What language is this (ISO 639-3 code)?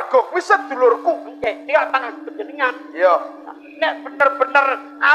jav